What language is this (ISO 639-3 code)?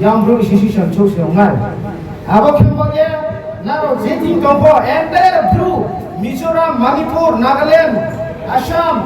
ria